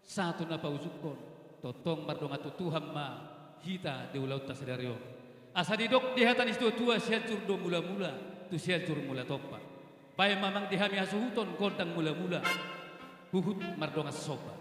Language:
Batak Toba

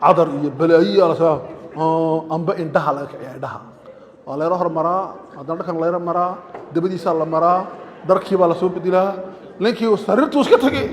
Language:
Somali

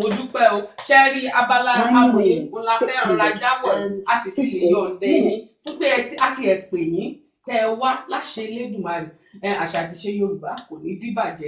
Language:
Yoruba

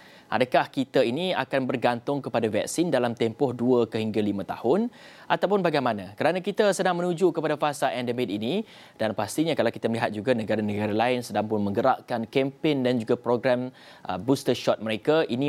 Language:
Malay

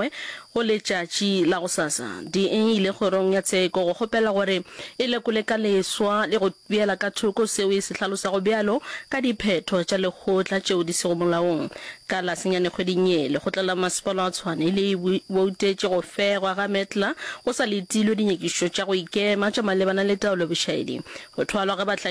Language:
Northern Sotho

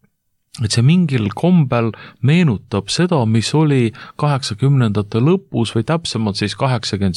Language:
Estonian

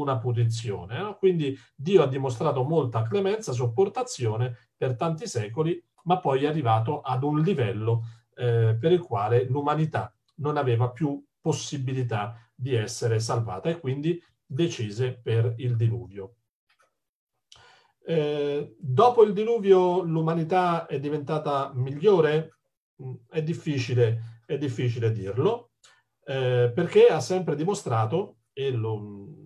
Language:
Italian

